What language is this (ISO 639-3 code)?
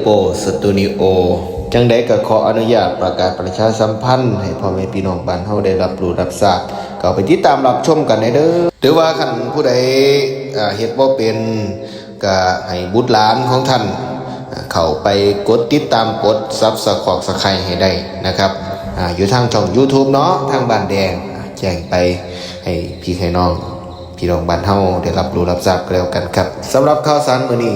tts